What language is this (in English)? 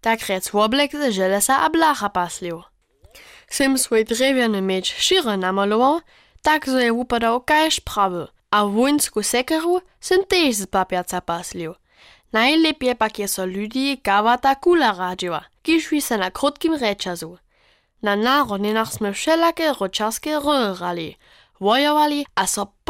Upper Sorbian